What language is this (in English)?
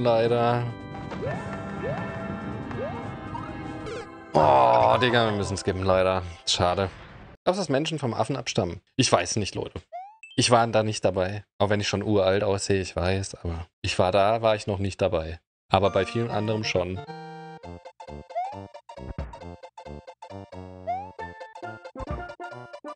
German